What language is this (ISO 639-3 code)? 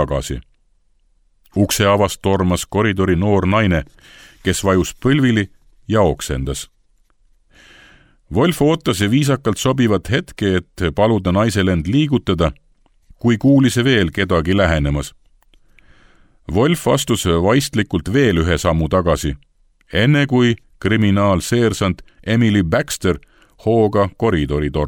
est